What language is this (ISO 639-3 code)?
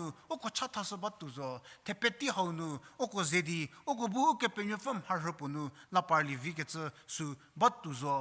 njm